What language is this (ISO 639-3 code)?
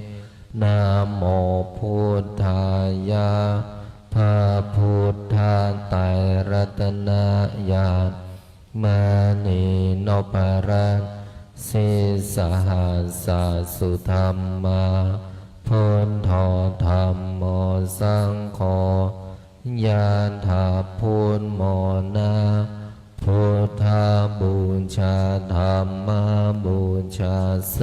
pli